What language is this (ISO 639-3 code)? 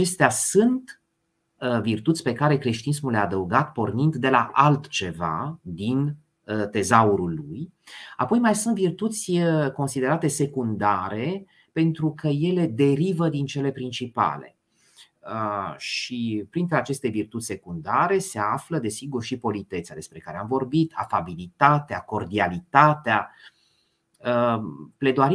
ron